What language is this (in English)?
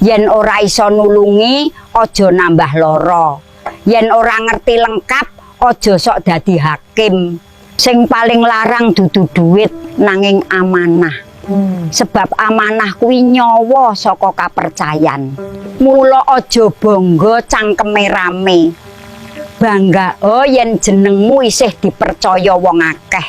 Javanese